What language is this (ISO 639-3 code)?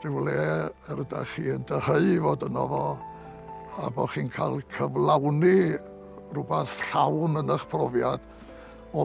cym